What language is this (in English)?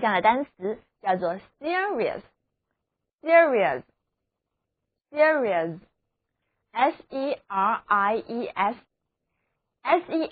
Chinese